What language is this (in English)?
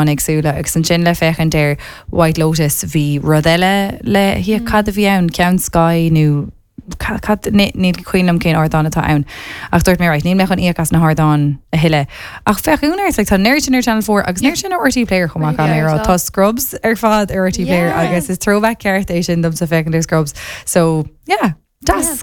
Irish